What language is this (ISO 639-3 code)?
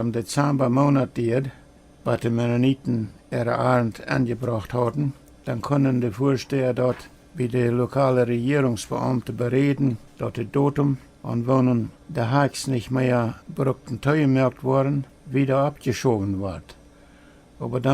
pdt